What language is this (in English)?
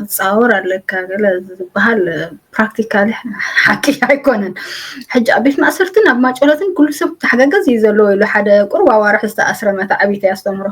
Tigrinya